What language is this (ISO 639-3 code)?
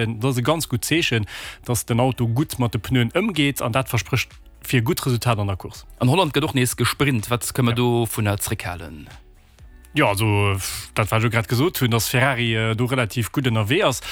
ltz